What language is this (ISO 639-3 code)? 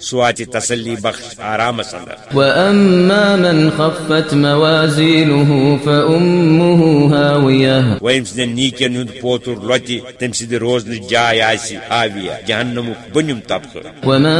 kas